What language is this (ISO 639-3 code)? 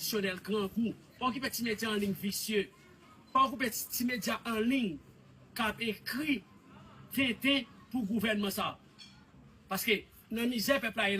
hat